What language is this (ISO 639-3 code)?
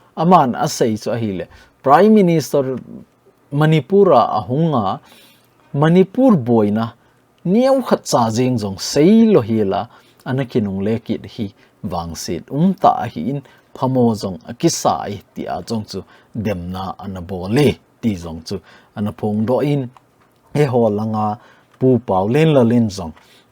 tcz